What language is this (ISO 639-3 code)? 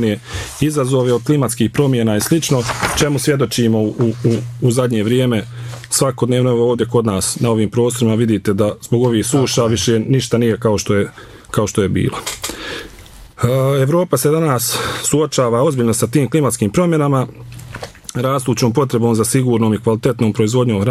bos